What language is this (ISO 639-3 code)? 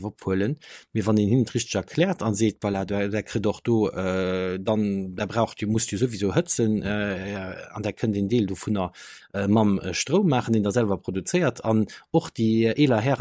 ltz